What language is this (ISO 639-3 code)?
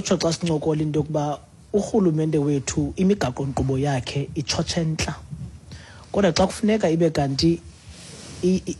xho